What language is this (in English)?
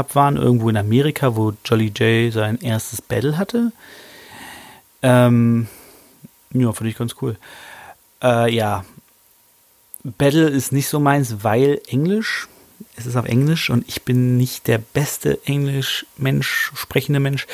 German